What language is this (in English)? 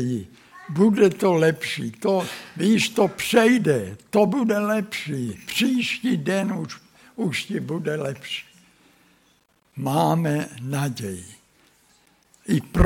Czech